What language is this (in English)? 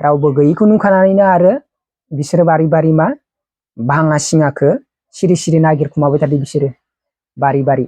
Bodo